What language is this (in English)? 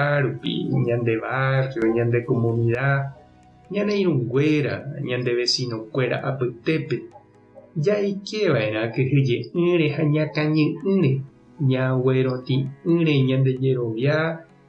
Guarani